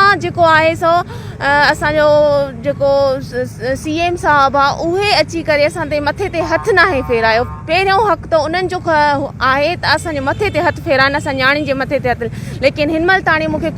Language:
Sindhi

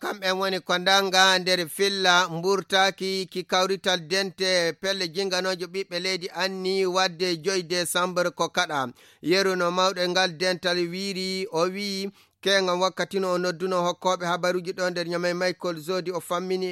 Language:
Fula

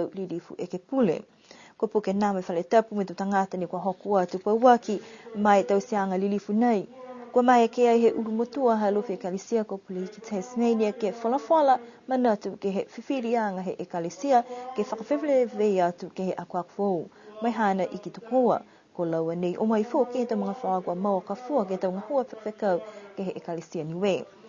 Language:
Niuean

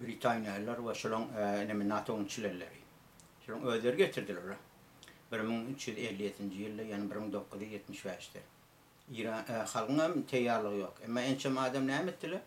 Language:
Turkmen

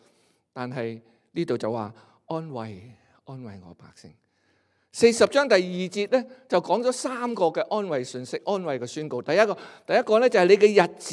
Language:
Cantonese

